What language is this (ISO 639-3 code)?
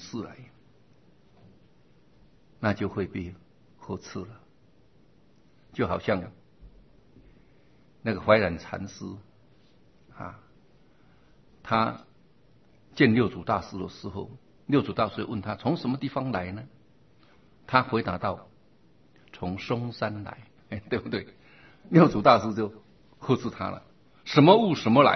zho